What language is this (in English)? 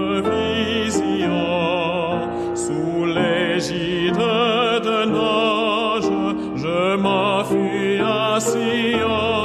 Haitian Creole